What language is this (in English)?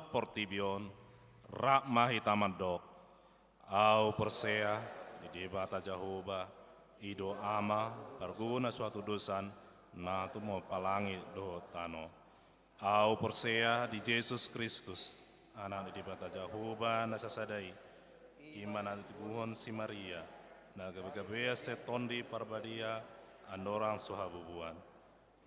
Batak Toba